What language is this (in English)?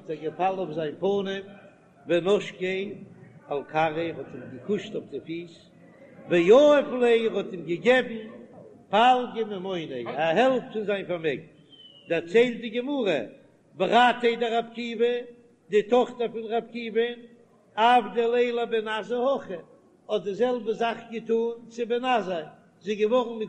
Yiddish